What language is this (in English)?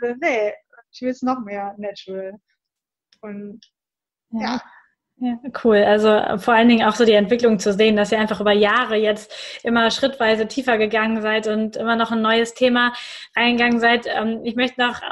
German